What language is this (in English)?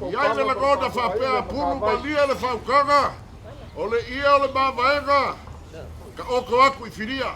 Samoan